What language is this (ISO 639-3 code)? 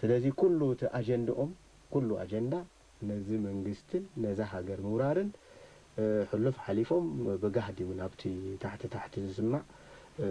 tir